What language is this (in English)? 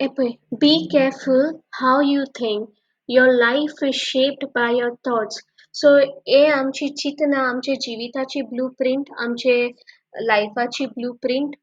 Konkani